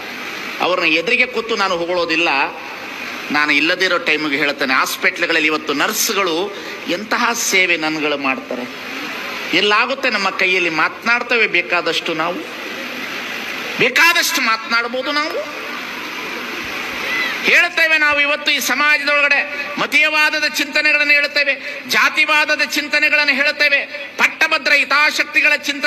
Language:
Kannada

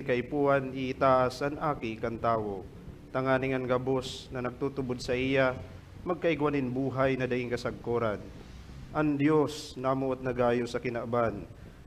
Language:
Bikol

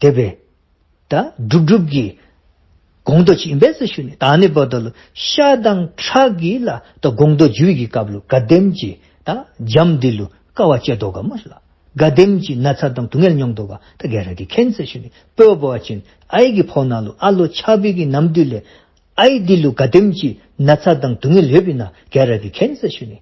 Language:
Dzongkha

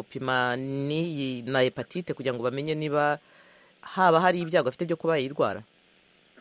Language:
Kinyarwanda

